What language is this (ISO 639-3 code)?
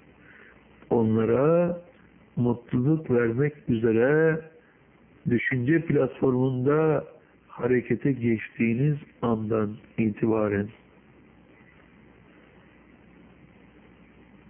tur